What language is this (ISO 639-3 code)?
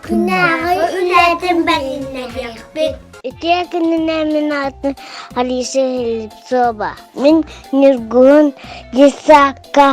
sah